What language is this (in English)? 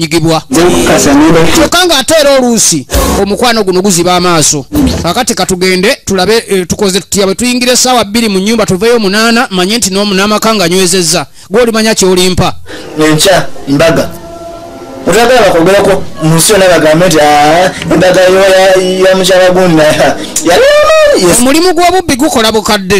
Ganda